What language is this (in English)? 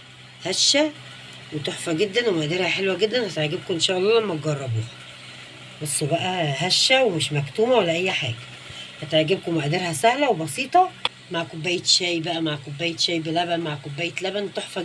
Egyptian Arabic